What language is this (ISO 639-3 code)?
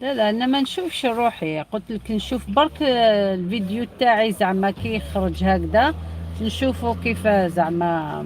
arq